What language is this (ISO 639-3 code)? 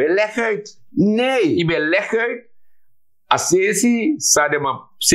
srn